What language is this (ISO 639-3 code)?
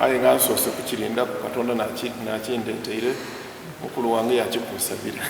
xog